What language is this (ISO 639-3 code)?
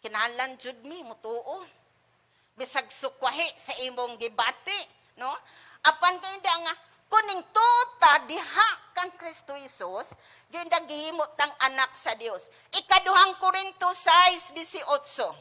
ceb